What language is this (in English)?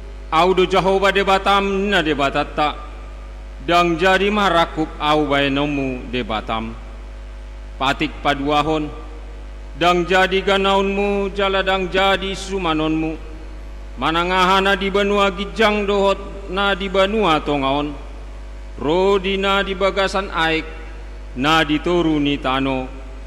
Batak Toba